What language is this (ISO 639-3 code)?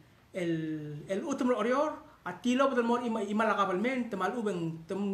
pau